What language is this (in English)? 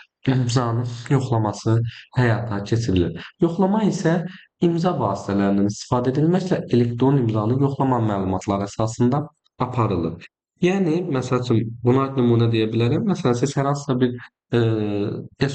Azerbaijani